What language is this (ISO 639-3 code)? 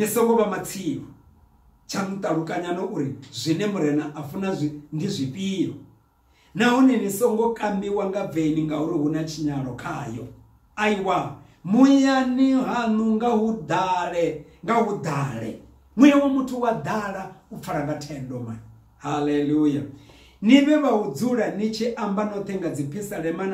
ven